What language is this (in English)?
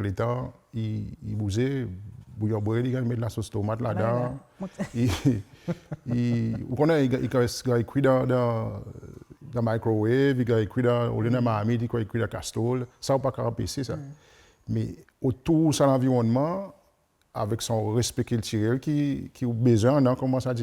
Seselwa Creole French